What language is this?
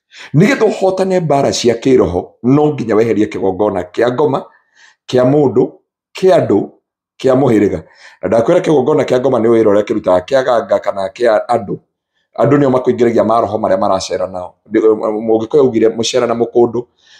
Kikuyu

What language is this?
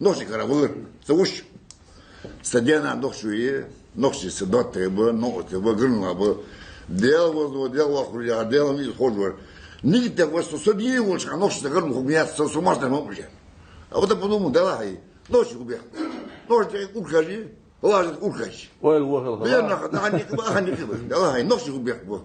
Ingush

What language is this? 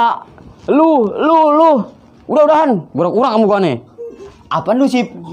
Betawi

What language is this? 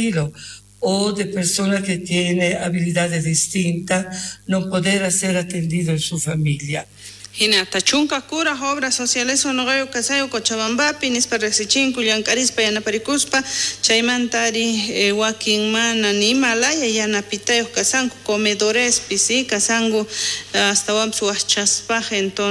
South Bolivian Quechua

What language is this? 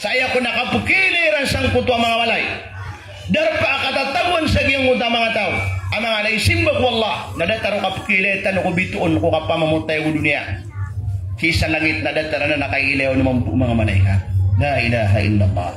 Maranao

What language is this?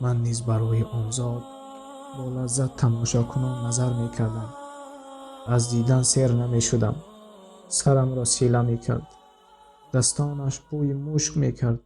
Tajik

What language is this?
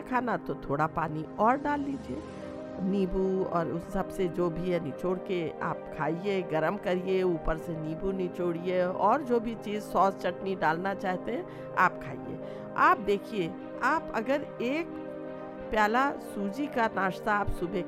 Hindi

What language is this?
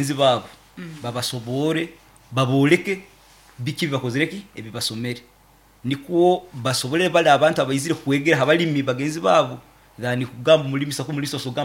Nyankole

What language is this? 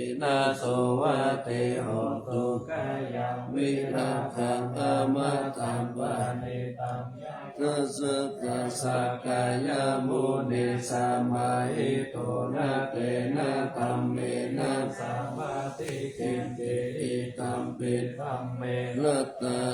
Pali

